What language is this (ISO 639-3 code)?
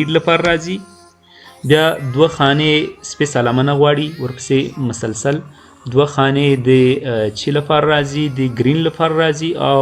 pus